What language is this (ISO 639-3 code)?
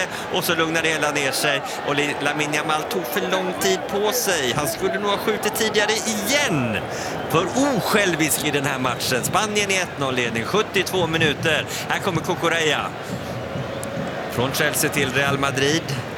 swe